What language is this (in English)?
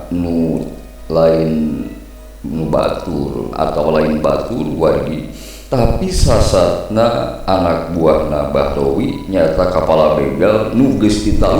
Sundanese